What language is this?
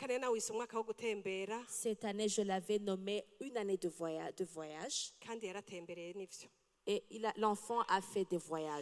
Rundi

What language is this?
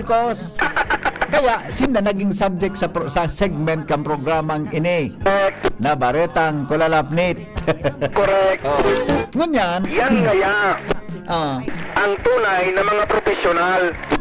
Bikol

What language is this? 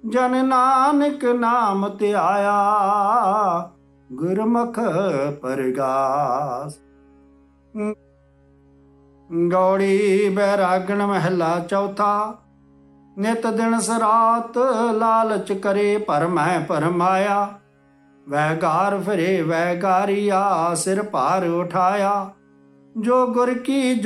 Punjabi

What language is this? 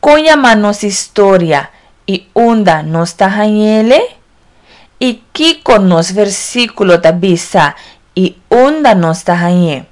Papiamento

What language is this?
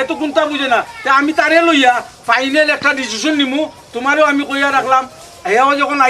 Sylheti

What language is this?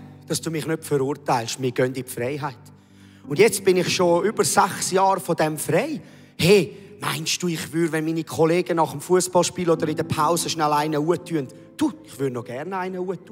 Swiss German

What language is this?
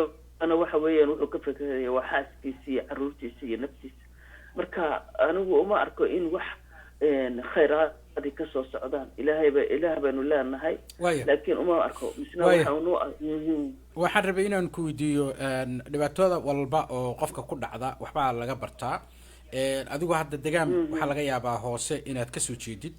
Somali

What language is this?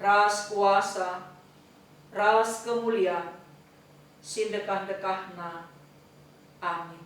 Batak Karo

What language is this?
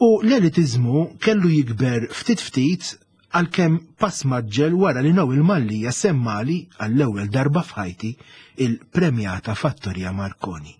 Maltese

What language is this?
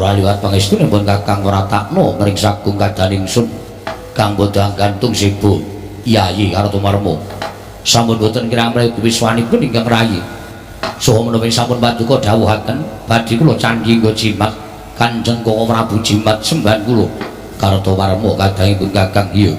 Javanese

